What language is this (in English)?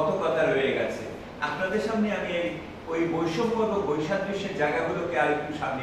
Bangla